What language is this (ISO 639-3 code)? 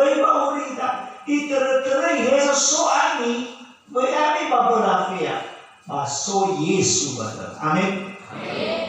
nia